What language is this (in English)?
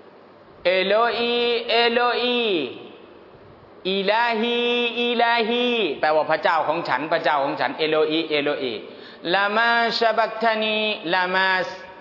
Thai